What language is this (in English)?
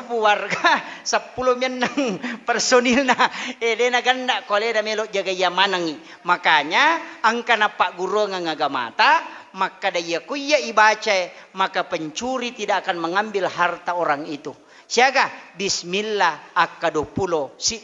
Buginese